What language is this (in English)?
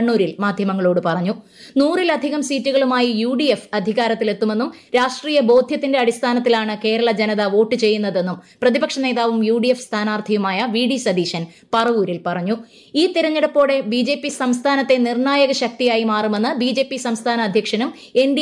Malayalam